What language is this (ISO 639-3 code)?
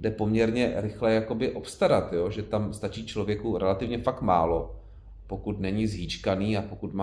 ces